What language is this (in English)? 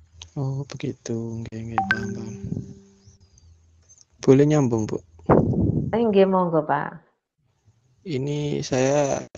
Indonesian